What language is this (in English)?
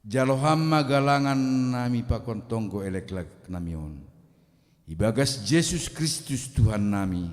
Batak Simalungun